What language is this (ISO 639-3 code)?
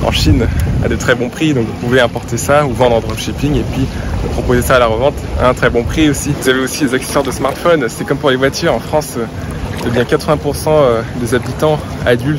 fra